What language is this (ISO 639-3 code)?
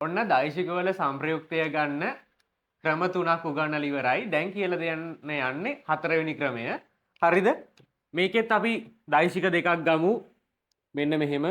sin